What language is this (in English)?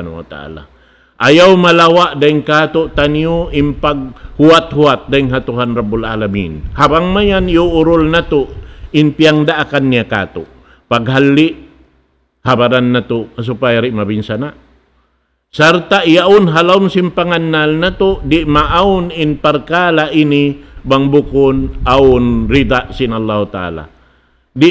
Tausug